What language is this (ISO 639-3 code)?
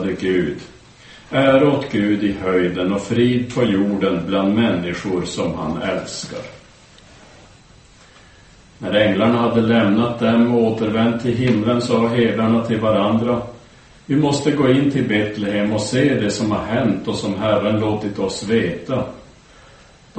swe